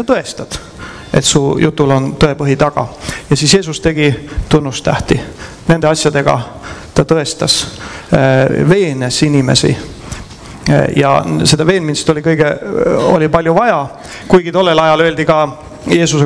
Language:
Estonian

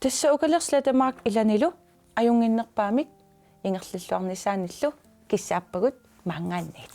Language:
Kalaallisut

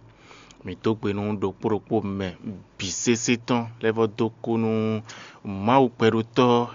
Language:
Fon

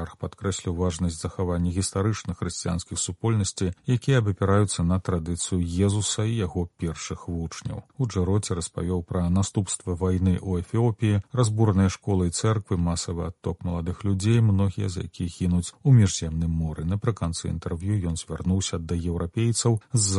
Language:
Belarusian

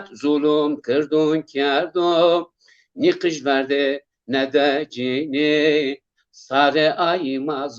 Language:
Zaza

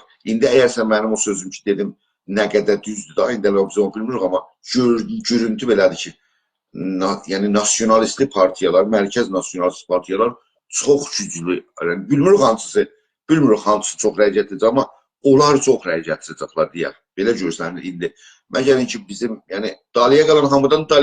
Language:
South Azerbaijani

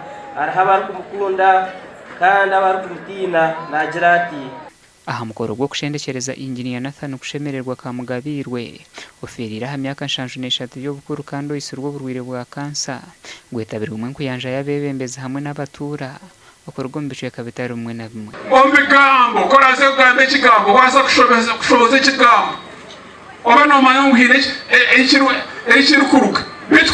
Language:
Nyankole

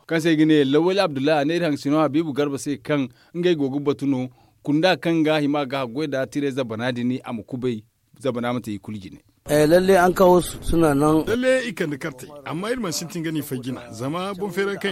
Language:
Zarma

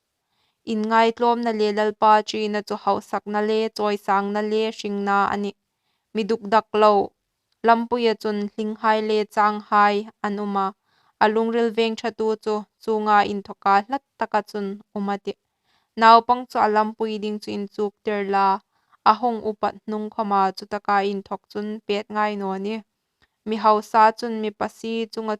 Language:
Hmar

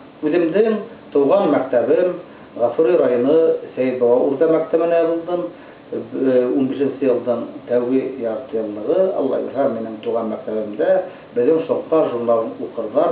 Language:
Bashkir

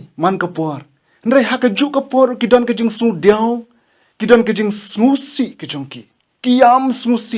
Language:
Khasi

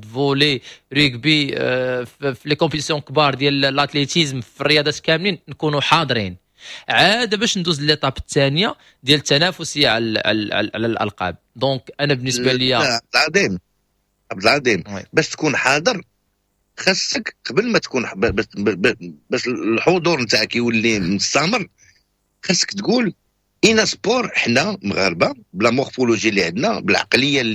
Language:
Moroccan Arabic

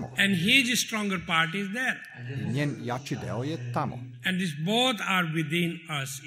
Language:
Serbian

